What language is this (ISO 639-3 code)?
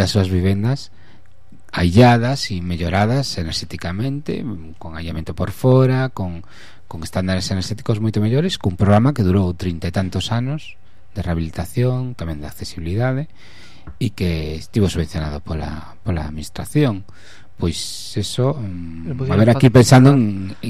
glg